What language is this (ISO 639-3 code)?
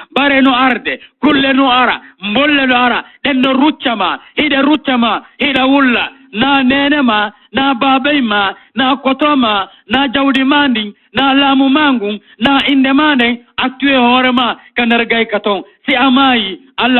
ful